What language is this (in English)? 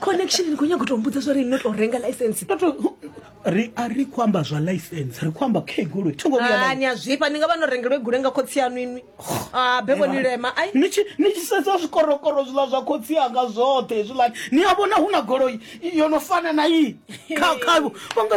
Venda